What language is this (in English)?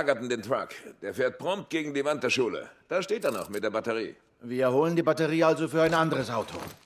Bavarian